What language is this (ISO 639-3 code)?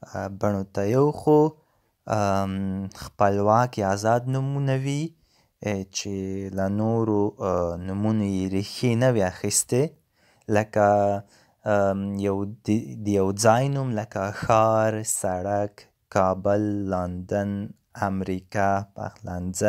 pus